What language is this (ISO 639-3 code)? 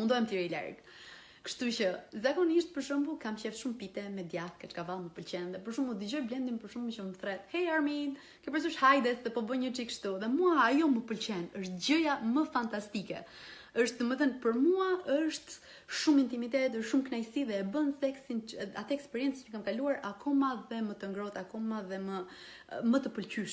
sqi